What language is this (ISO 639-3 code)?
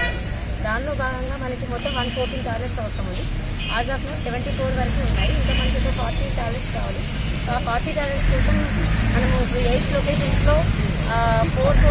tel